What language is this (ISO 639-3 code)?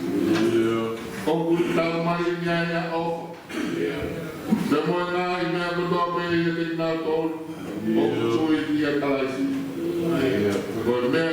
ton